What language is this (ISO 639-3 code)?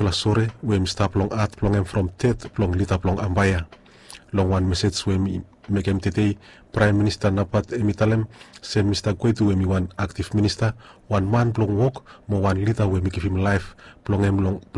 bis